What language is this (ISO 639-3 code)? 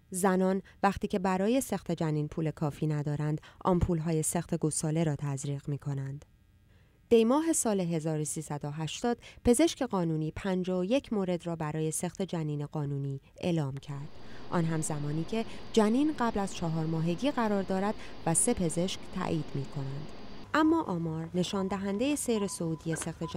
fas